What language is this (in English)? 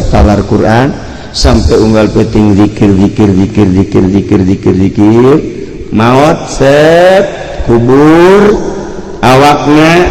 Sundanese